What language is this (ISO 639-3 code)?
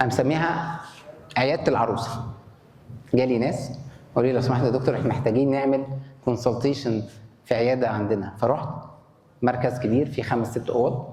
arz